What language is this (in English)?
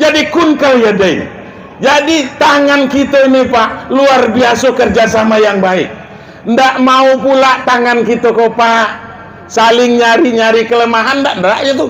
Minangkabau